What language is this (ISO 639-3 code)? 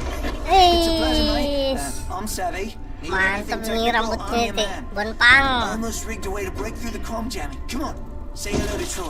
bjn